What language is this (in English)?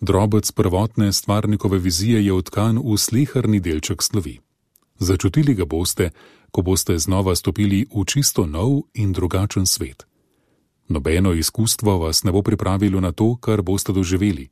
Slovenian